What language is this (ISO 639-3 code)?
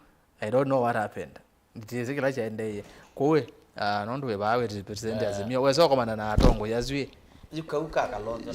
kam